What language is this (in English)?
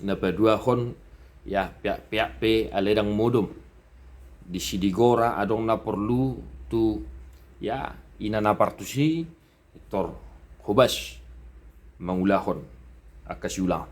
Batak Toba